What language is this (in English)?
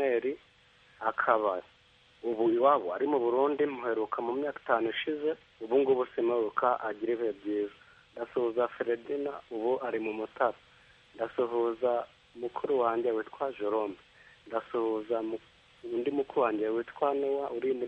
Kinyarwanda